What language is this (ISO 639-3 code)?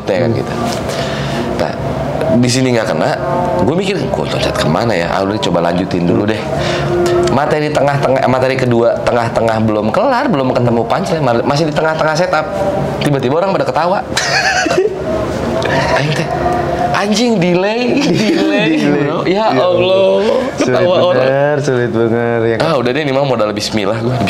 ind